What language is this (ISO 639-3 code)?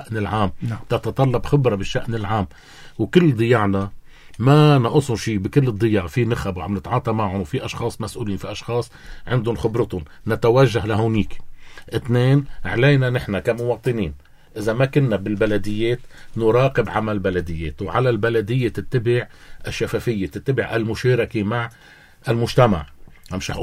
apc